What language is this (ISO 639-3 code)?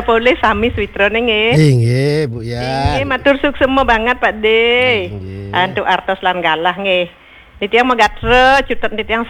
ban